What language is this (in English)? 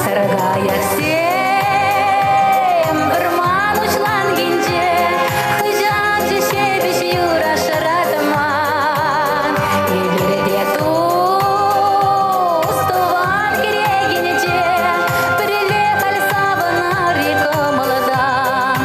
Chuvash